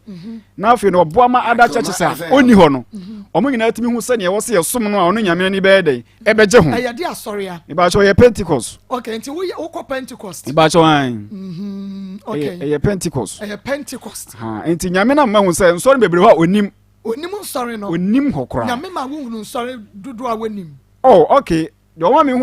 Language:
Akan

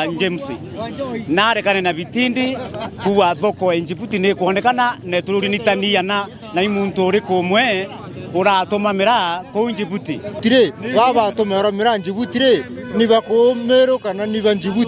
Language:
Meru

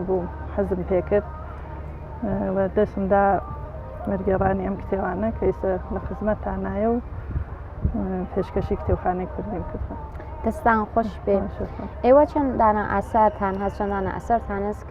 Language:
Central Kurdish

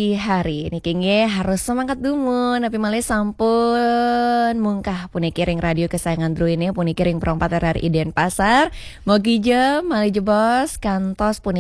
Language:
Balinese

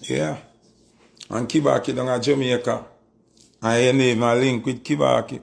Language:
Jamaican Creole English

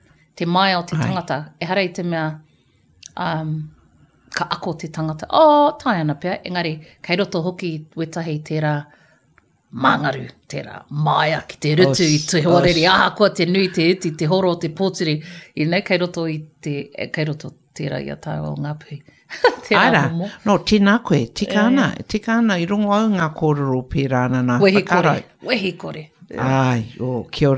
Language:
Māori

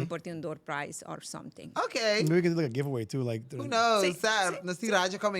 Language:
Papiamento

